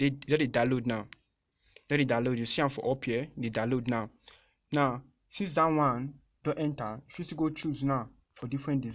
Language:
Nigerian Pidgin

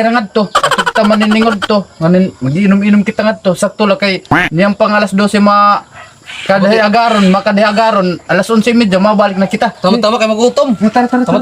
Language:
Waray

